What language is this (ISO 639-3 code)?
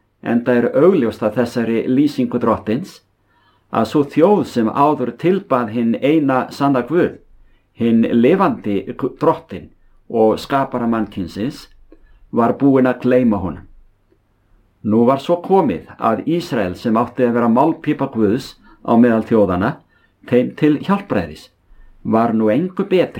isl